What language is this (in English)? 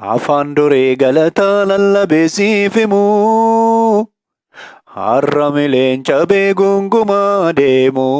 Oromo